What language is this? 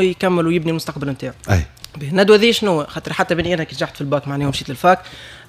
Tunisian Arabic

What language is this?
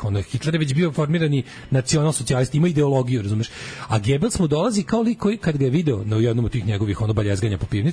Serbian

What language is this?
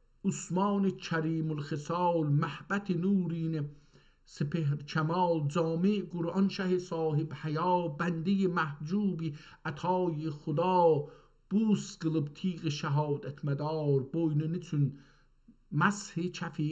South Azerbaijani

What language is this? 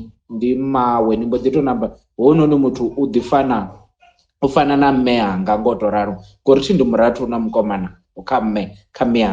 Venda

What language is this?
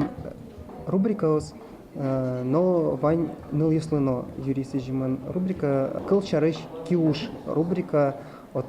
Udmurt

